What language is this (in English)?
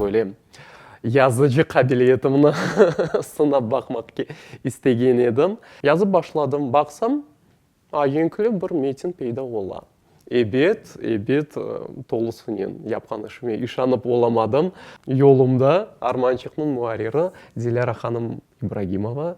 Crimean Tatar